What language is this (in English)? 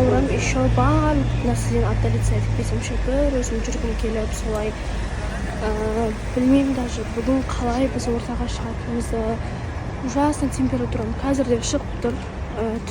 Kazakh